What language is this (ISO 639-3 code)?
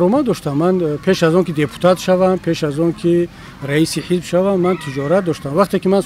tgk